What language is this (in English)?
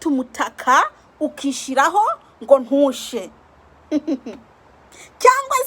Kinyarwanda